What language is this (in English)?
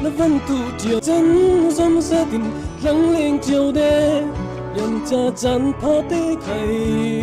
Falam Chin